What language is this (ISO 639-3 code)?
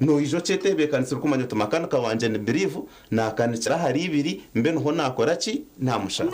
nyn